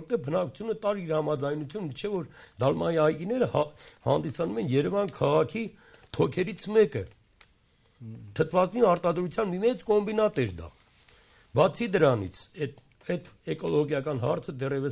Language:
Armenian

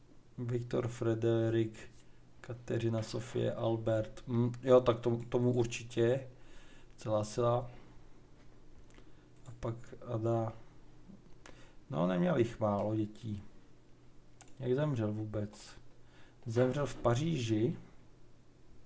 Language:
Czech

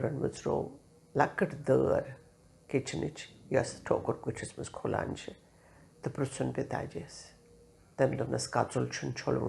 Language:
Kashmiri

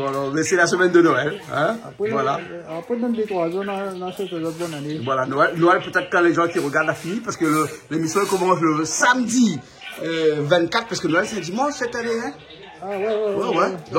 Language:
Réunion Creole French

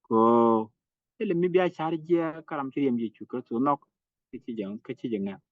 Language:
Nuer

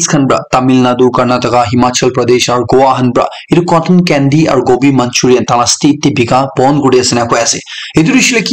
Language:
Naga Pidgin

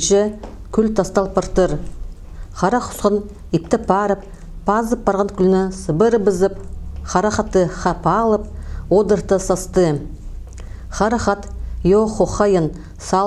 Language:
Khakas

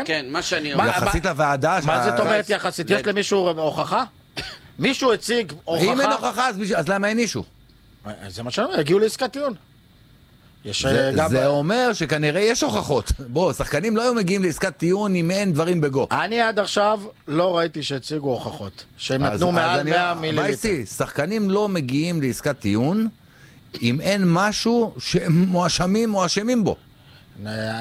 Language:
Hebrew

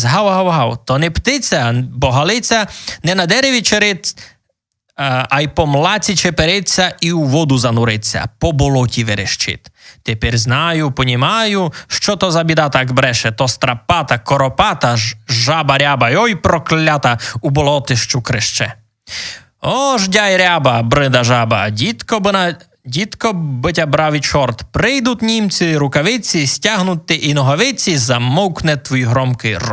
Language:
Rusyn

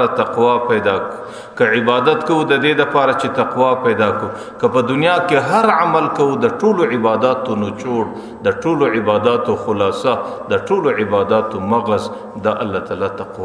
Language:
Pashto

